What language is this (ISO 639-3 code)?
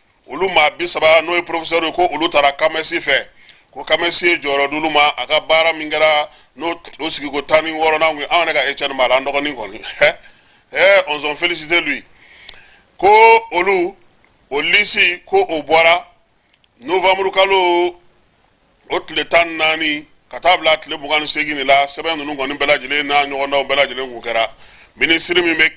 bam